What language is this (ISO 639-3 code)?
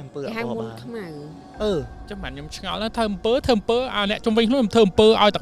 khm